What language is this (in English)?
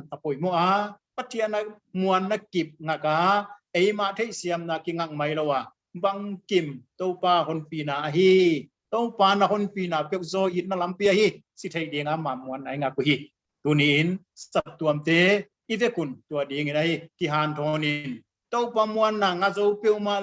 Paite Chin